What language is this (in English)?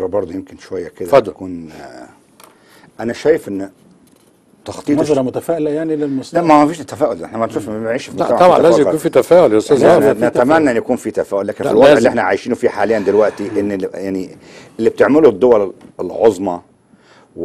Egyptian Arabic